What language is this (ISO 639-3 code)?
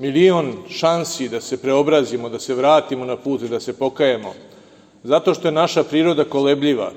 srp